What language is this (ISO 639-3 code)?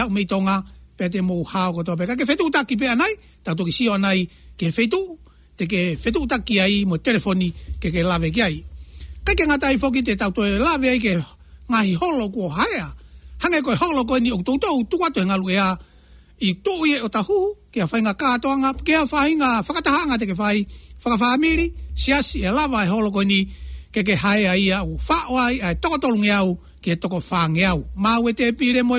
ton